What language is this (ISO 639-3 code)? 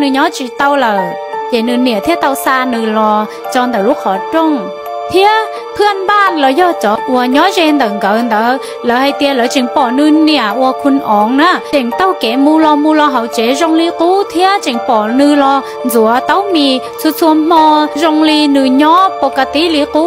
hmn